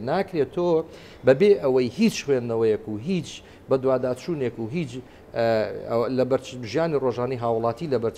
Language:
Central Kurdish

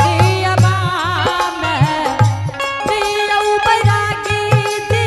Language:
Angika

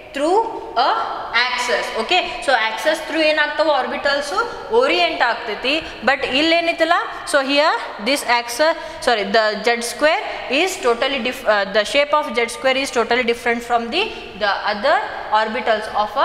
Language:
Kannada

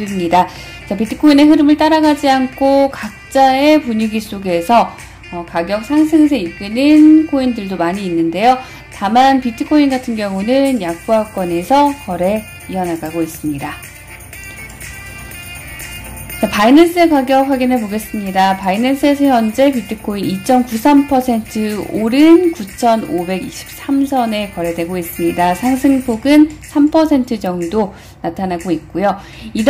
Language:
Korean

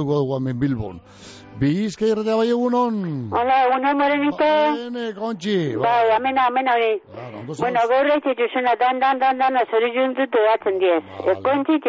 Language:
Basque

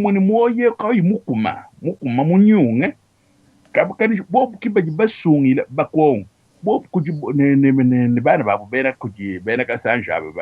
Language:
Luba-Lulua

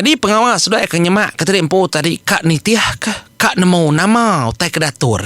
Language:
Iban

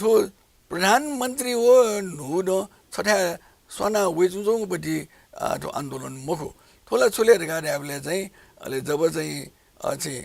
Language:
Newari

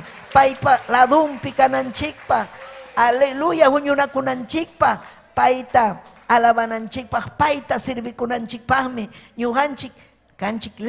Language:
Ayacucho Quechua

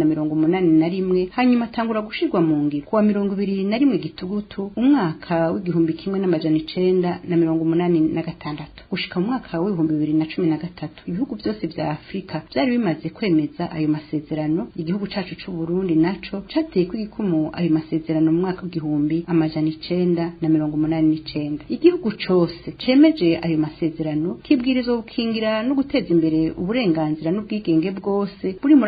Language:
Rundi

